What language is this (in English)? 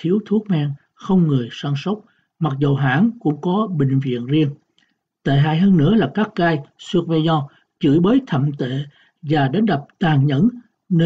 Vietnamese